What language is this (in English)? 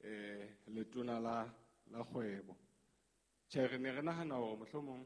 Southern Sotho